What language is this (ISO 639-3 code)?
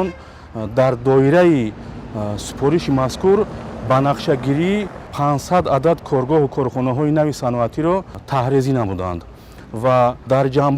tgk